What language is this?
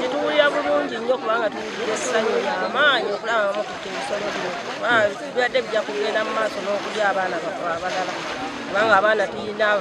Ganda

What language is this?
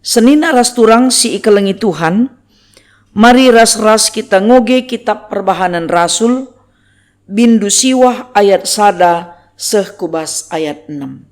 Batak Karo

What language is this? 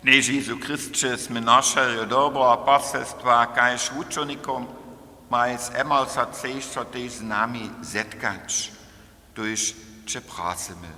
Upper Sorbian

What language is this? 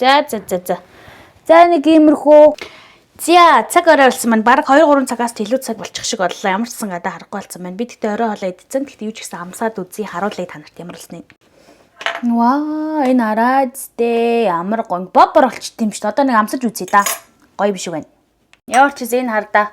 Mongolian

